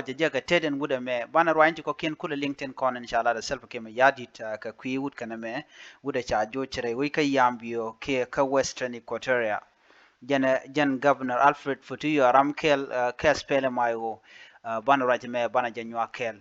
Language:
Nuer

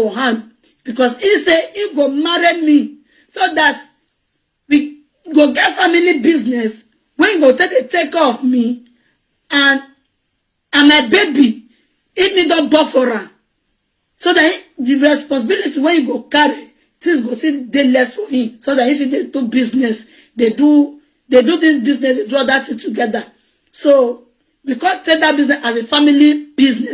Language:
Nigerian Pidgin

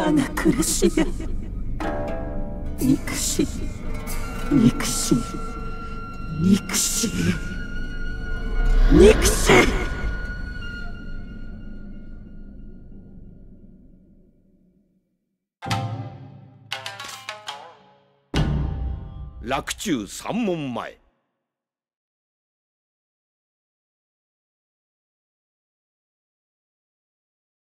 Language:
Japanese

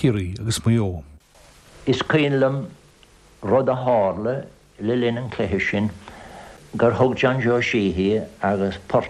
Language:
Irish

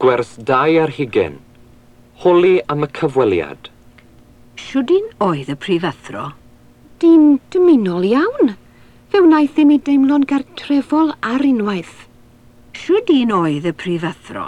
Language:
Welsh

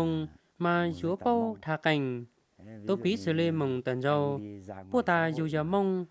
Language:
Hmong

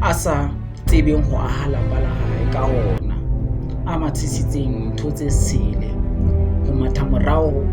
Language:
Southern Sotho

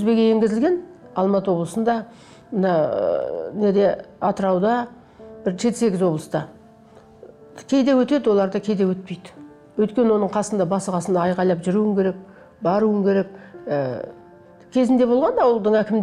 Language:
Kazakh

